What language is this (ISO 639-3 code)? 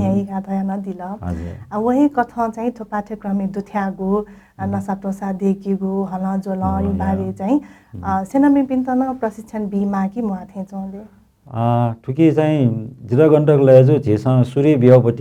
new